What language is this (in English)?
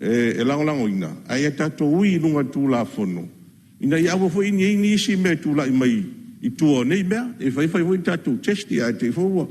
Samoan